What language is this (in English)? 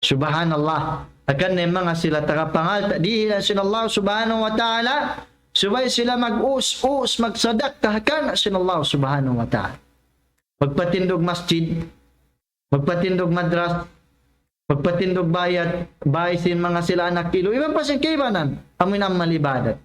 Tausug